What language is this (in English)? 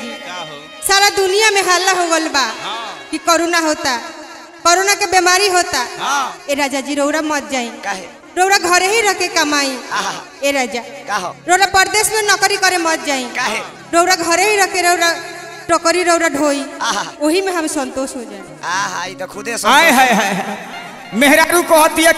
Bhojpuri